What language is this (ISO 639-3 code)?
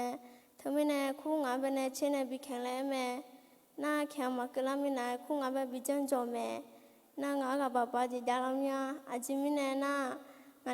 ahk